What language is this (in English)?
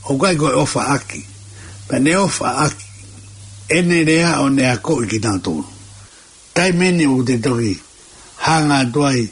Tongan